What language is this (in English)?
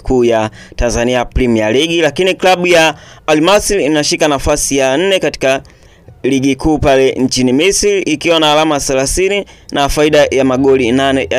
Swahili